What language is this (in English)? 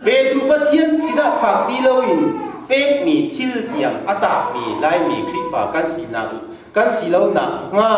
Hakha Chin